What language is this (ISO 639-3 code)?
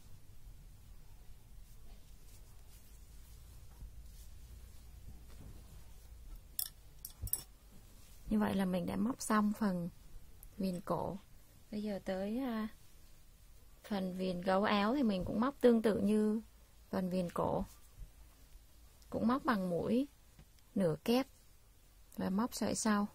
vie